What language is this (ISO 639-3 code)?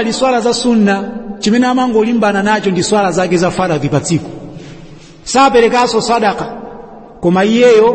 nya